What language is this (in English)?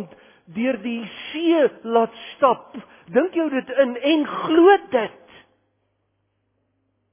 Afrikaans